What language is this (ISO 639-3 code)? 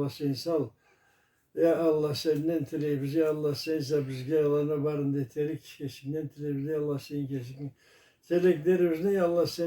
krc